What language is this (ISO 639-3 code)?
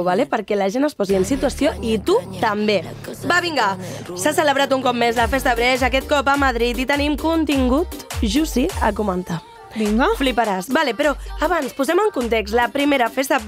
cat